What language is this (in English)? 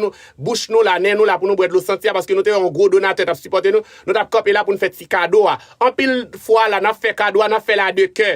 Haitian Creole